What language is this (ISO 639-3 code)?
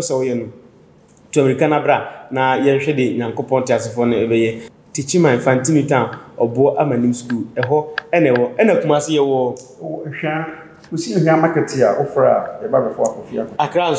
aka